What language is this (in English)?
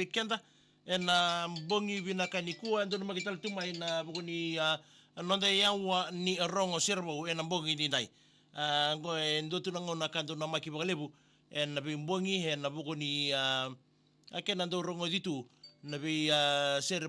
Fijian